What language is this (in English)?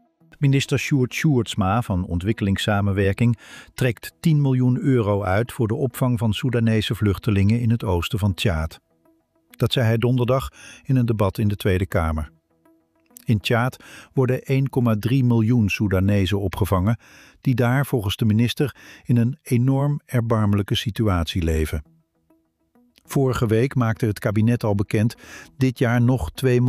Dutch